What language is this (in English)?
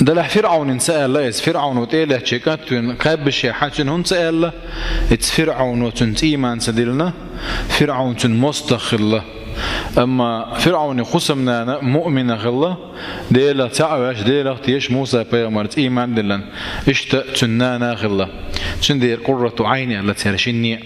Chechen